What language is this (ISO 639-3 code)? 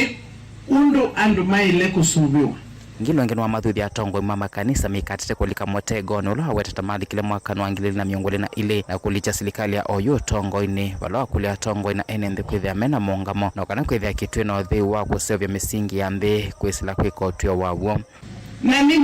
kam